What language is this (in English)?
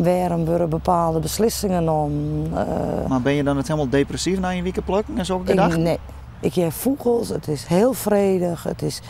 Western Frisian